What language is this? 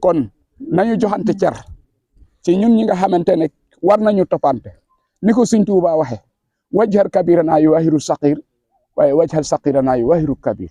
Wolof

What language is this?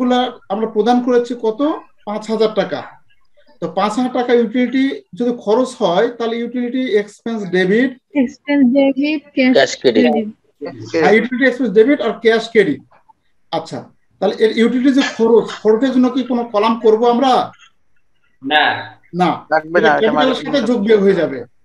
Bangla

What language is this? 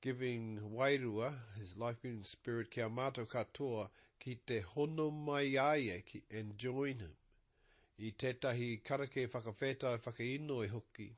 Māori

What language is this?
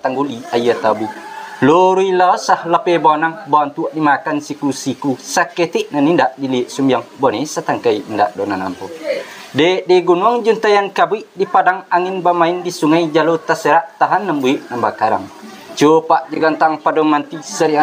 Minangkabau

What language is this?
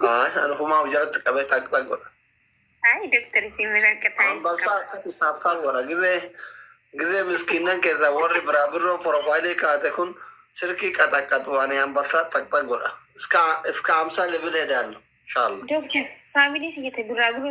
Oromo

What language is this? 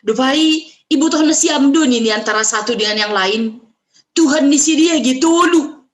Batak Simalungun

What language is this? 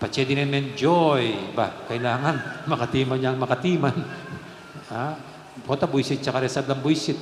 Pampanga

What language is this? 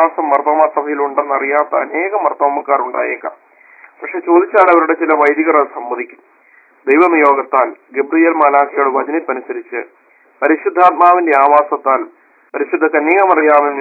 Malayalam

